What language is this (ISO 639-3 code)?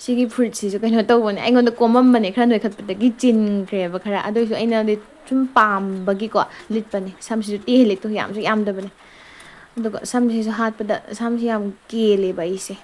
mni